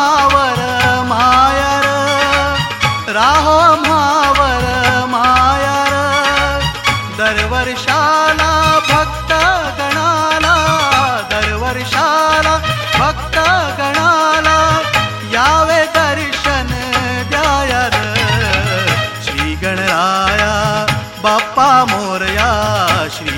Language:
Marathi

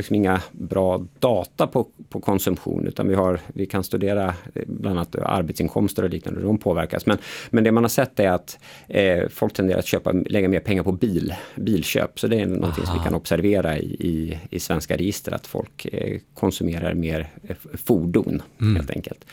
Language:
Swedish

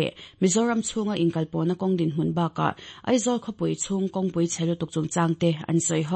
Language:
Mizo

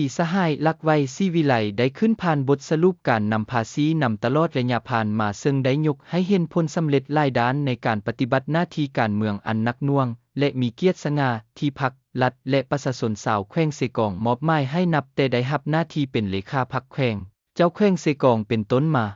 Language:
Lao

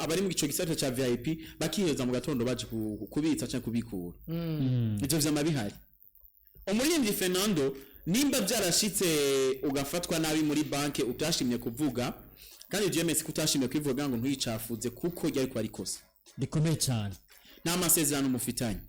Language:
Rundi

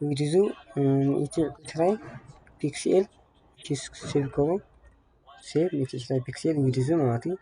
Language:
Tigrinya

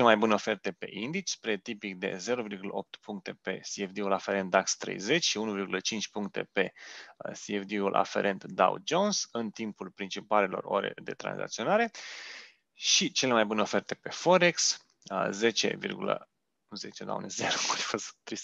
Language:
Romanian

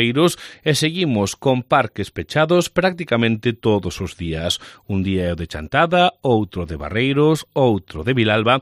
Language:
Galician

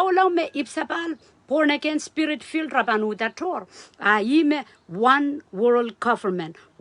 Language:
Pohnpeian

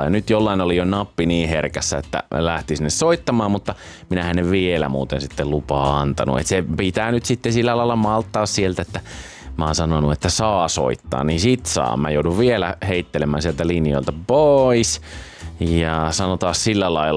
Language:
Finnish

